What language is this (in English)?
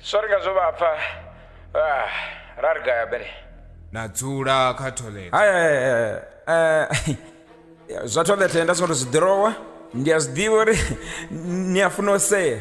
Venda